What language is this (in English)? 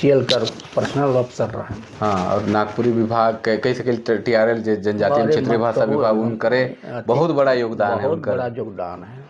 Sadri